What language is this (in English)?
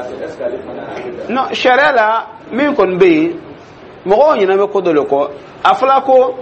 Dyula